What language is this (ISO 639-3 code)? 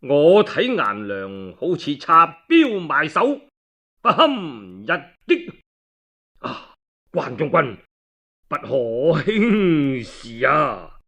yue